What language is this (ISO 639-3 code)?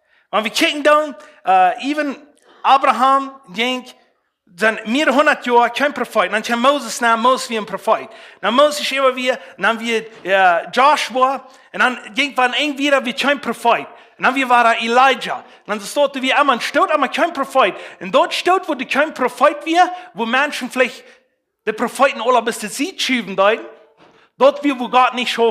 pdt